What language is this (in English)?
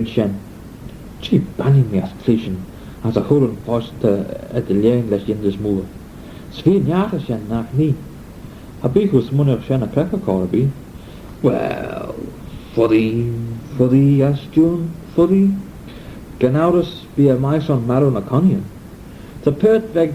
Manx